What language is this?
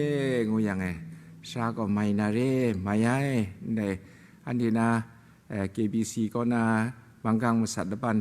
Kachin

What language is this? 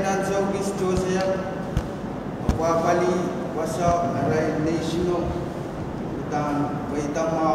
Pohnpeian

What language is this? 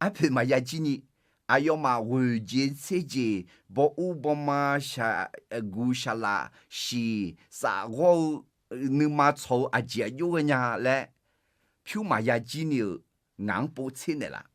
Akha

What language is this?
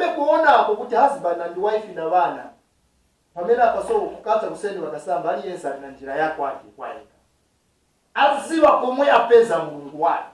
Nyanja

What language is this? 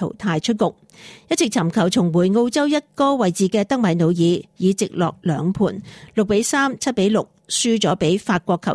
Cantonese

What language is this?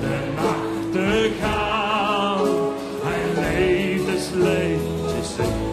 Limburgish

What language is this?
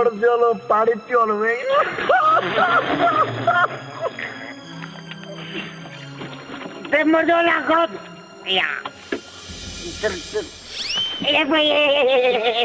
Hindi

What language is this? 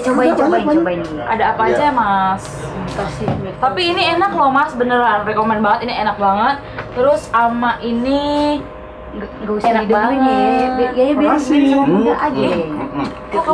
Betawi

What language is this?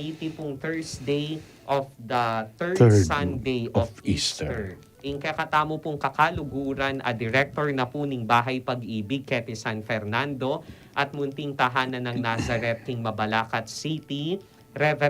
Pampanga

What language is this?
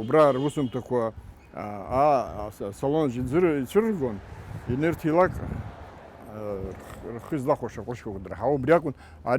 Abkhazian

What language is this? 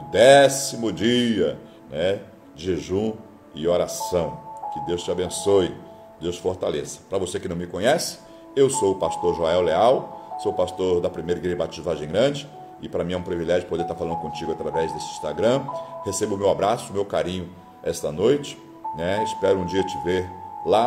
Portuguese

